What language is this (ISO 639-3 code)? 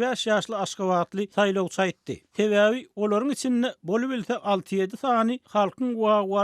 tuk